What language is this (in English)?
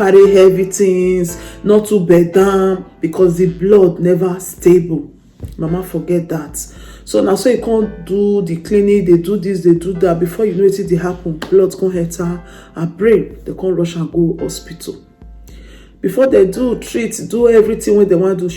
Nigerian Pidgin